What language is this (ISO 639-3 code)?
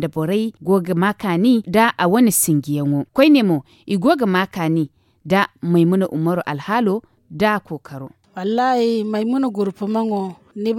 dje